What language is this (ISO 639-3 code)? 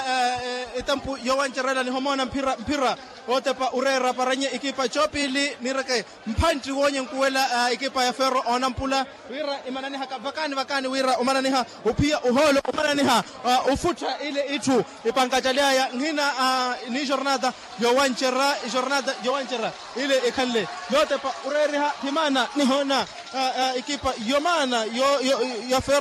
vmw